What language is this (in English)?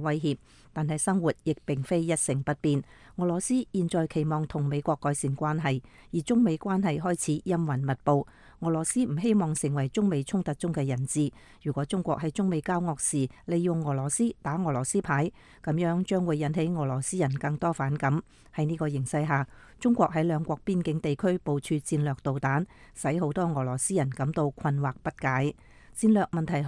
Cantonese